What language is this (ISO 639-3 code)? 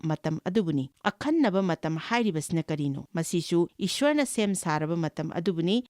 mni